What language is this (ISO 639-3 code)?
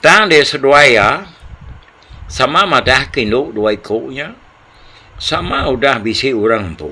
iba